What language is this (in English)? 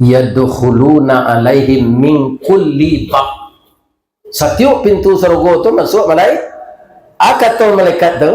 Minangkabau